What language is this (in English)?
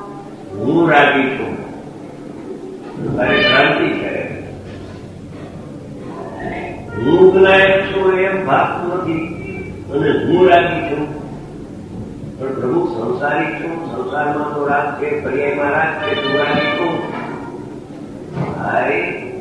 Gujarati